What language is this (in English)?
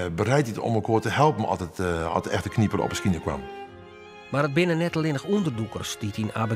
Western Frisian